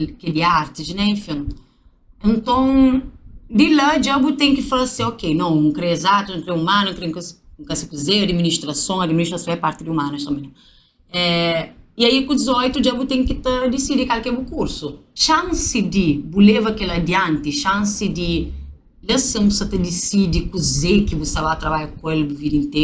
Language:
Kabuverdianu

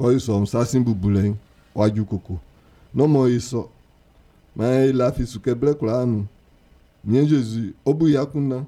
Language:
Baoulé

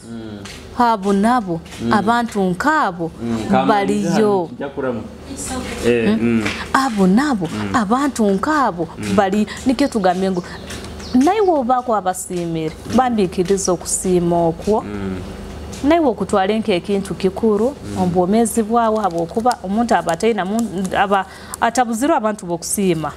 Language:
Nyoro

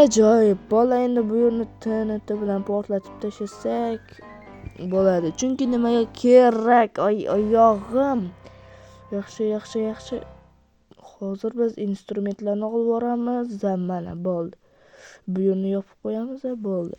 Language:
Uzbek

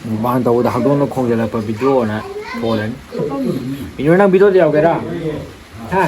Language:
Manipuri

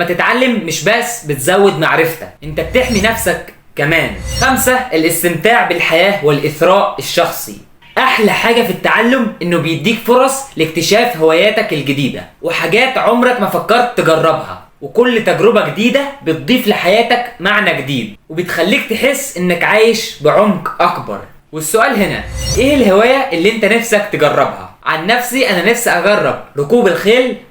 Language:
Egyptian Arabic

